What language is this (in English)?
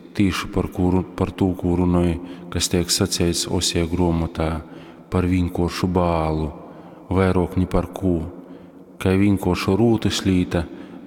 Latgalian